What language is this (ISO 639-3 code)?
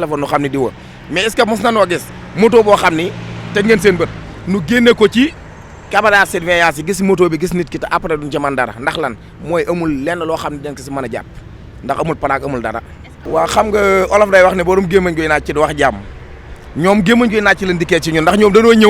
wol